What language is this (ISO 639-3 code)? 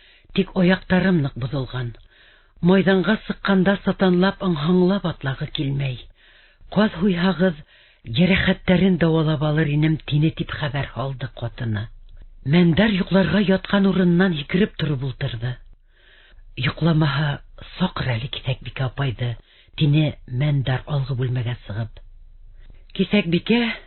bak